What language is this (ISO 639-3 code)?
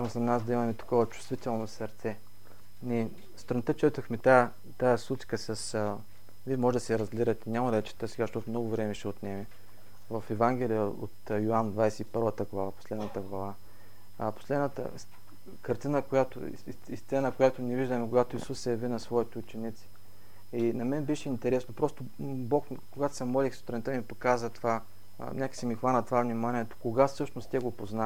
bul